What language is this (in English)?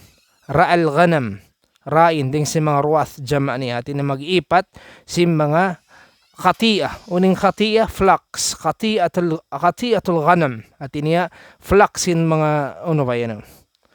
Tausug